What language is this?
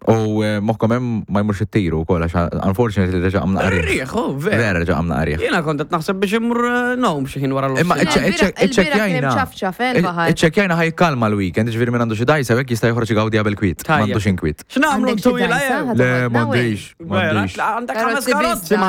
Maltese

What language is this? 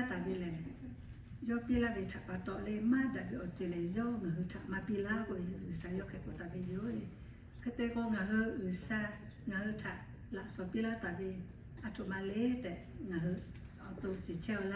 Lahu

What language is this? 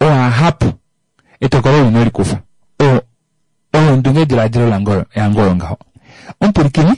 Kuanyama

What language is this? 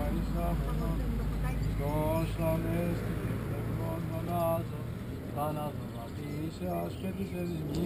Greek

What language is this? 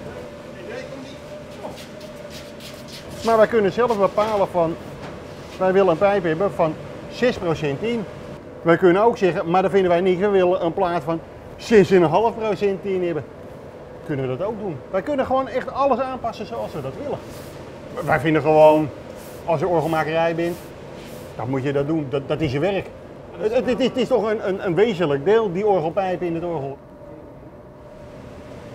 Dutch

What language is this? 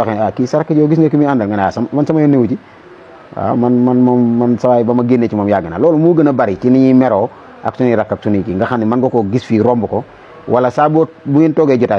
Wolof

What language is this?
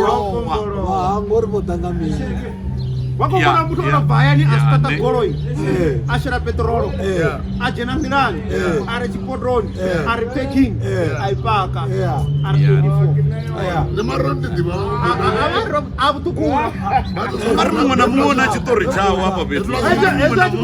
Venda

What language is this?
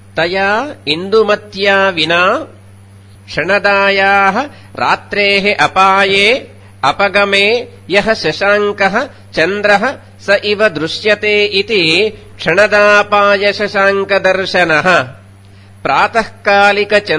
Sanskrit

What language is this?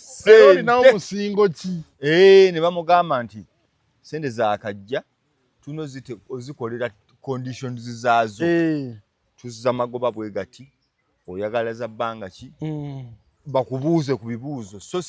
Ganda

